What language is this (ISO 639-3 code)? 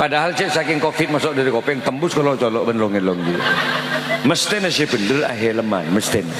mad